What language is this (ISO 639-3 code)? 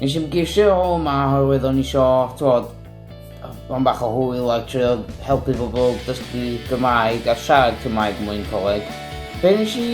cym